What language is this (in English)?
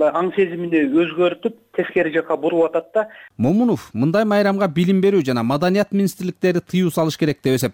Kyrgyz